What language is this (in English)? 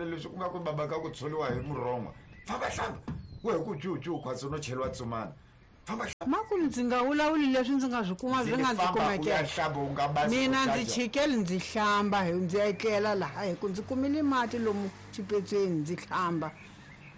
Tsonga